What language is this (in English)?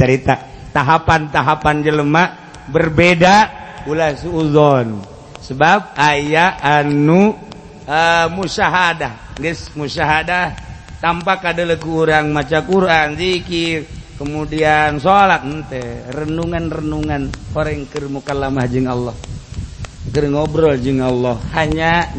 Sundanese